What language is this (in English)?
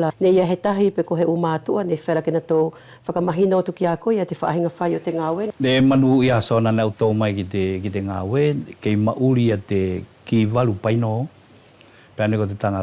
Wallisian